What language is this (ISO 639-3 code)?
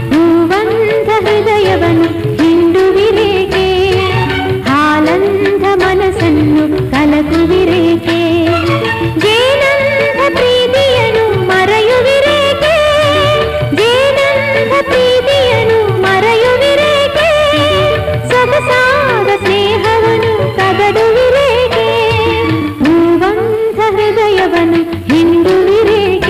kan